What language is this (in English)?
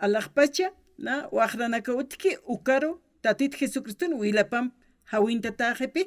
Aymara